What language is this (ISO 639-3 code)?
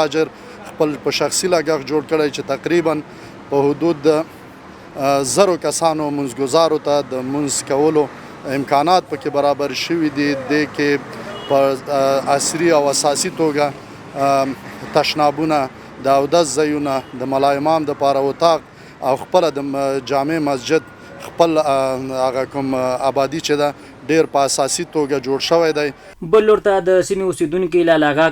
pus